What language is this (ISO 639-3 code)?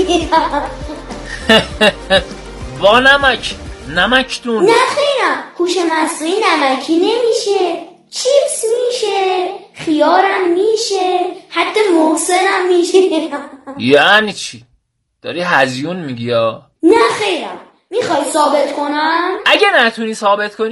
fas